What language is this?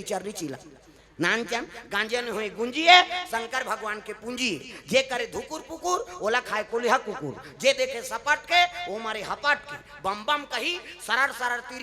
Chhattisgarhi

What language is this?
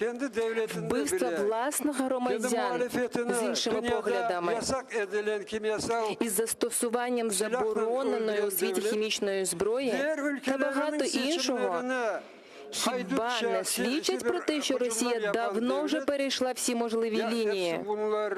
Crimean Tatar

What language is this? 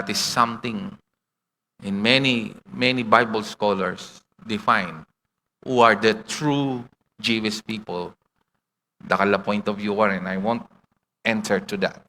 Pampanga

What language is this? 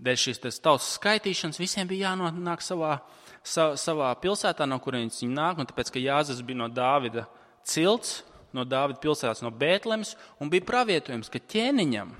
Latvian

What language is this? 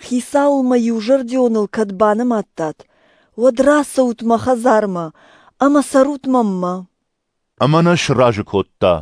Ossetic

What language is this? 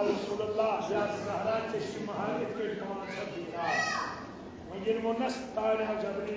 Kashmiri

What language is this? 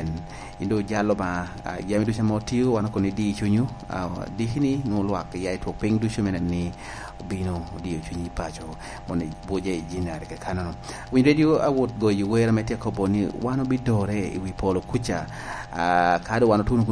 Lango (Uganda)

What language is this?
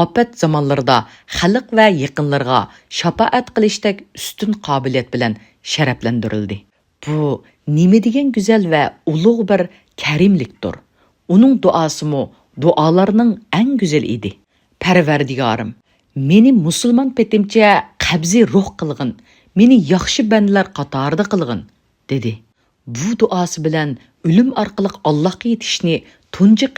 Uyghur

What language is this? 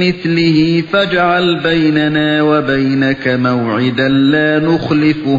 Uyghur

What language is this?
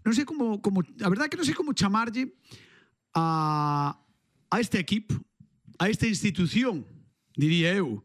Galician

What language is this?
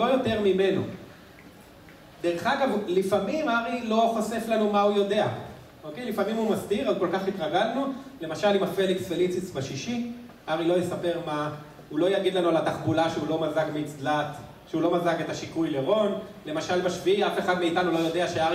Hebrew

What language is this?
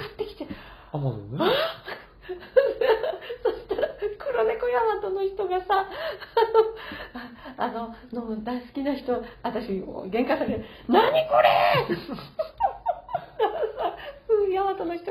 Japanese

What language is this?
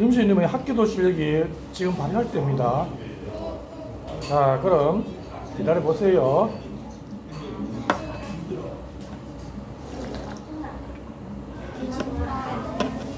Korean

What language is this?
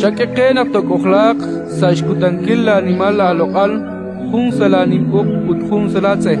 Kekchí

